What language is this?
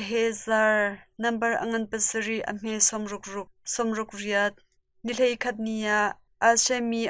Hakha Chin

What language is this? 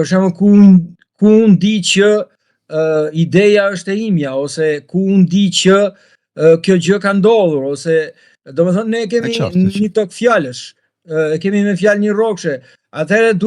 Albanian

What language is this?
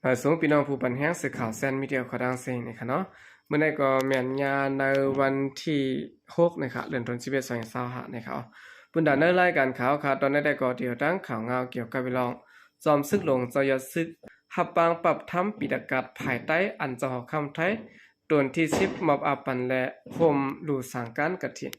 Shan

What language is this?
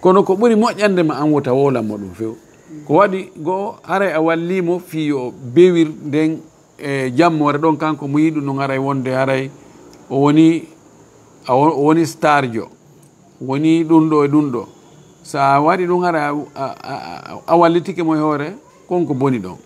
Fula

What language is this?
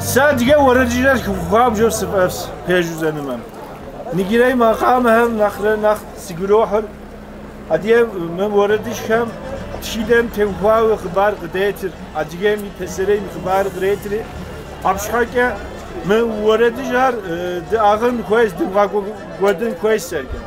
Kabardian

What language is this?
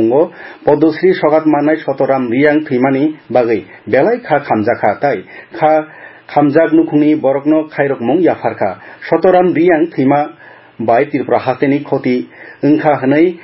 Kok Borok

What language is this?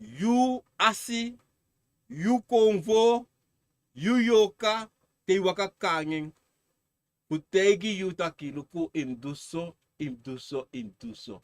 Sranan Tongo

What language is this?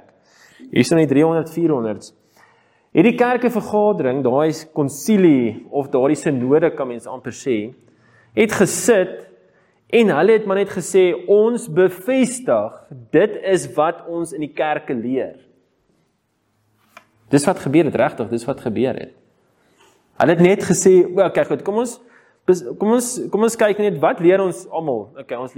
Afrikaans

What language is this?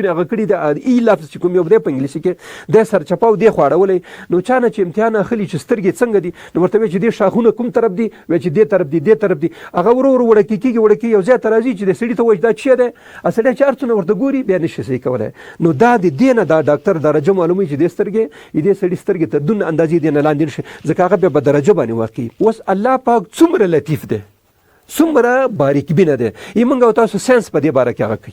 Pashto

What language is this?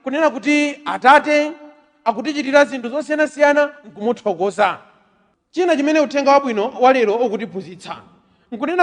Nyanja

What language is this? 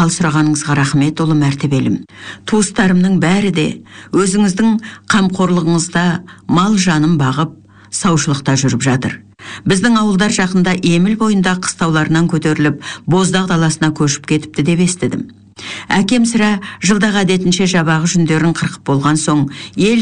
Kazakh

